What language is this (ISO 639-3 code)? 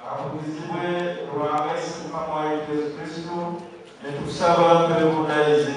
nyn